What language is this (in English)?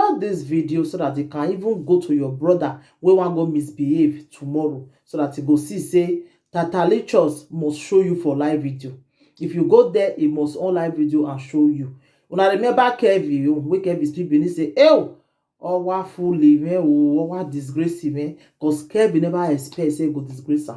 Nigerian Pidgin